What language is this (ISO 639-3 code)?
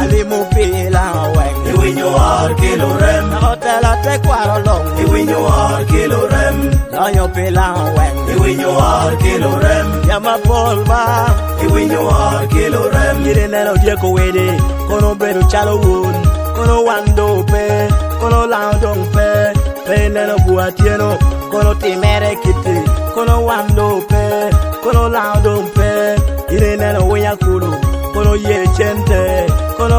laj